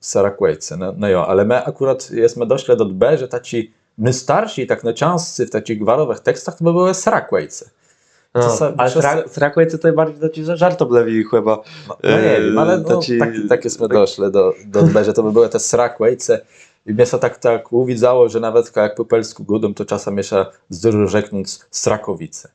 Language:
Kashubian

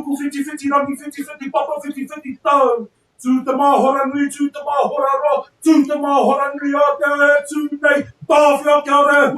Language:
Māori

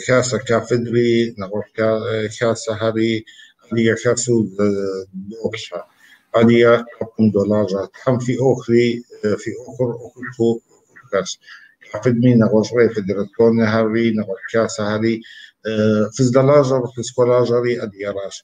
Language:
Kabardian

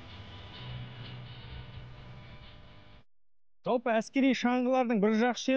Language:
Kazakh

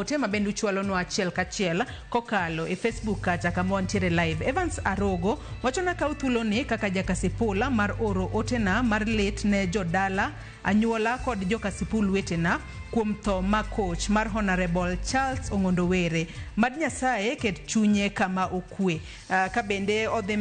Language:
Luo (Kenya and Tanzania)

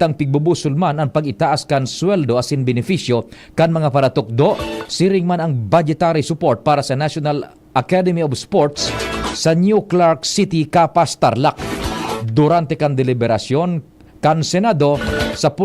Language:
Bikol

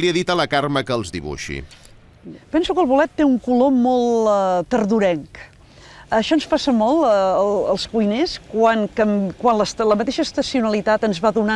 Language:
Catalan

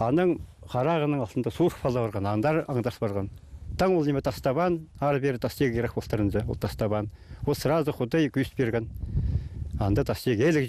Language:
Khakas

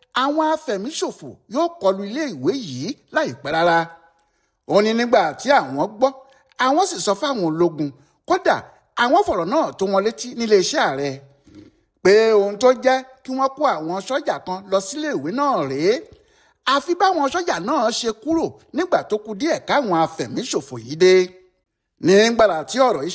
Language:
Yoruba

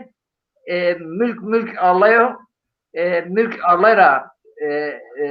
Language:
Zaza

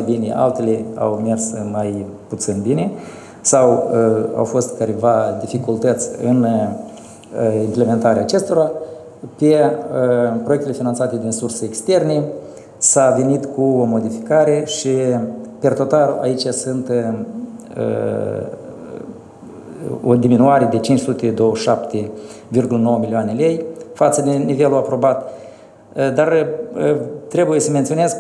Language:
Romanian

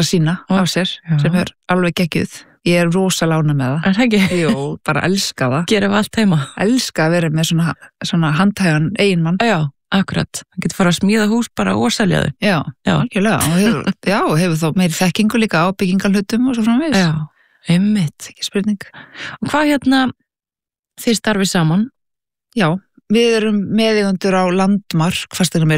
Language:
Icelandic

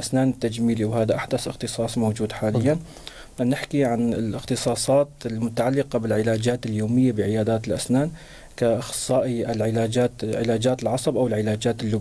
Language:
North Levantine Arabic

